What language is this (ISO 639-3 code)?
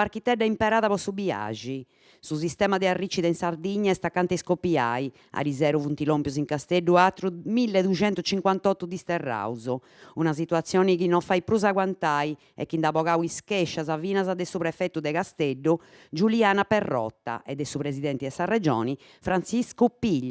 srd